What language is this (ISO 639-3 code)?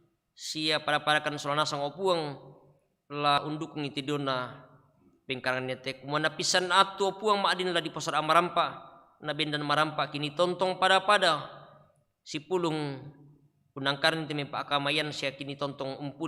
sda